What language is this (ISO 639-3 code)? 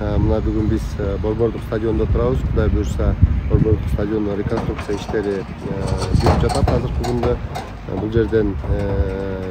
kir